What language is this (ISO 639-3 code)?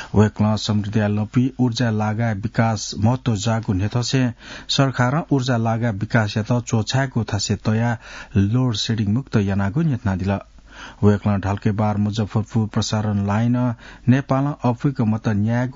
new